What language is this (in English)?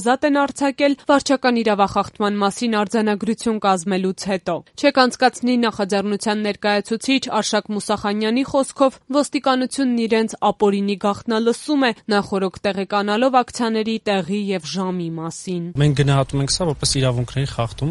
Armenian